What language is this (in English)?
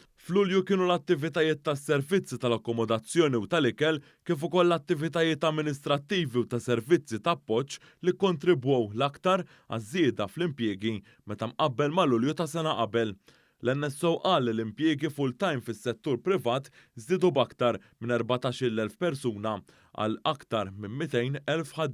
Maltese